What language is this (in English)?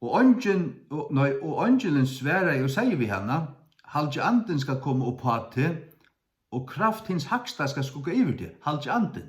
Faroese